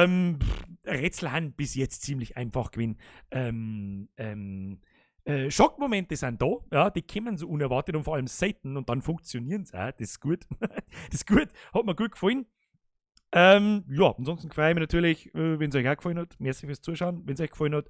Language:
Bavarian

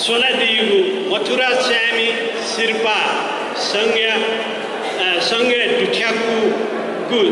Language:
Newari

